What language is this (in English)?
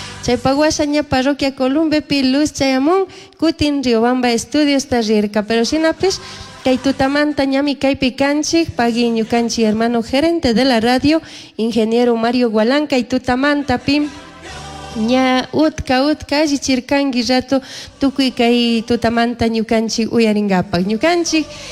Chimborazo Highland Quichua